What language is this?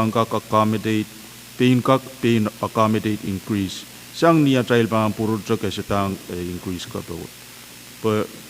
Pohnpeian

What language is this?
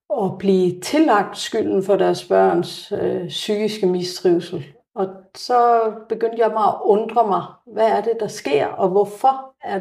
Danish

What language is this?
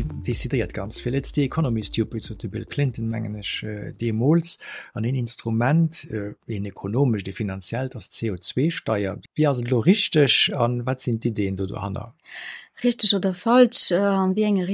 Luxembourgish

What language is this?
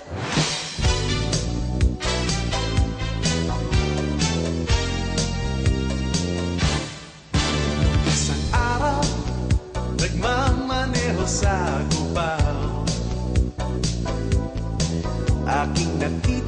Filipino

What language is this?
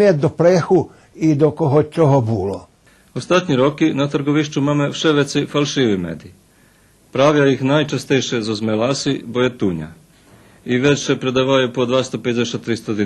Rusyn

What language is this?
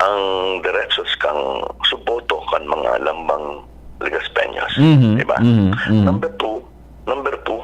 Bikol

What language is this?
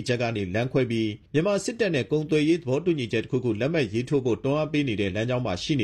Burmese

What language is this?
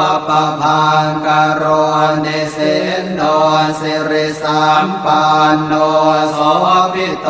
Pali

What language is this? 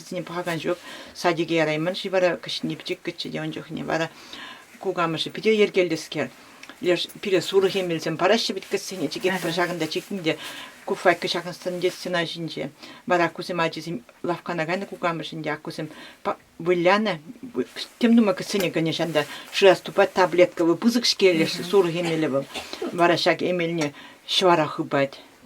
Chuvash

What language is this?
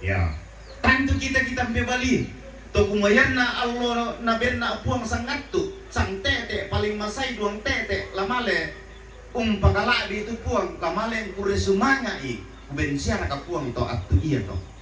Toraja-Sa'dan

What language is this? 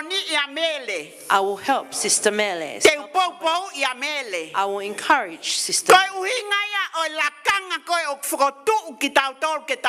Tongan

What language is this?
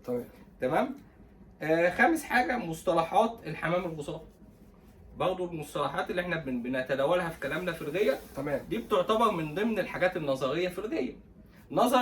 Egyptian Arabic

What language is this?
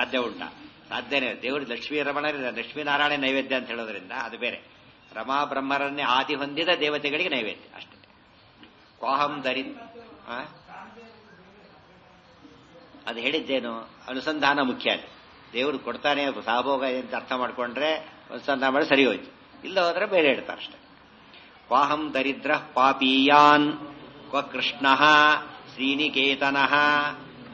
Kannada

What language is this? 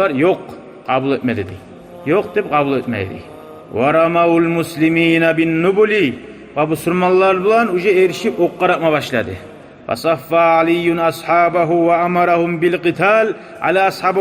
Kumyk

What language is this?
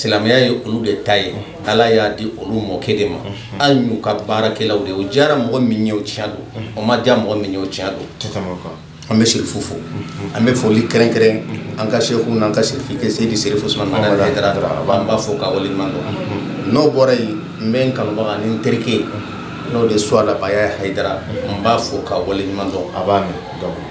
Bambara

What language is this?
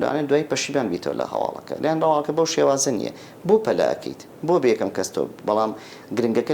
Central Kurdish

